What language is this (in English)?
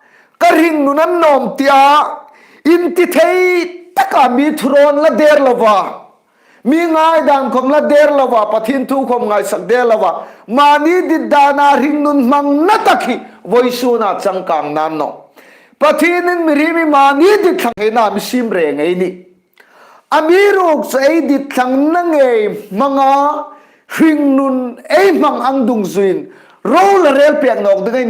Hmar